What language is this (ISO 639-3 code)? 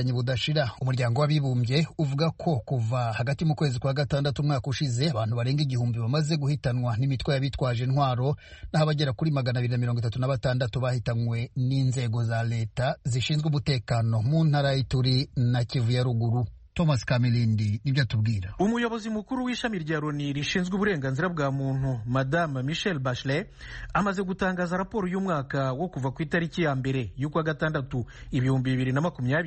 kin